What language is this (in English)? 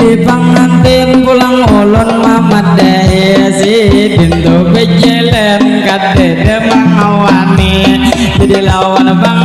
Banjar